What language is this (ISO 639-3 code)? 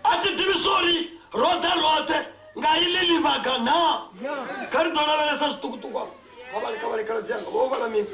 ven